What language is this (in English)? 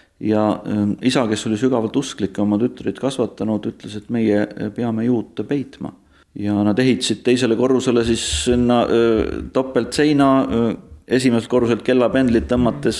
Estonian